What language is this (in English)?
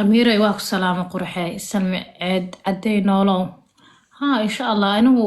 Somali